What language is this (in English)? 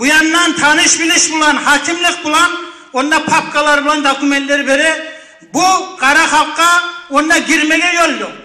Kumyk